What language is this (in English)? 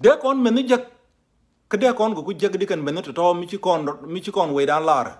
Nuer